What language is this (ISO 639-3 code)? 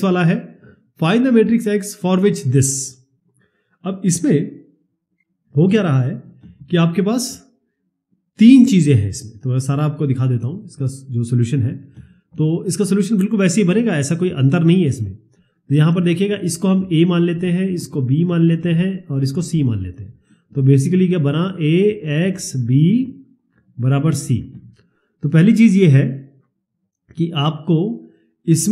hin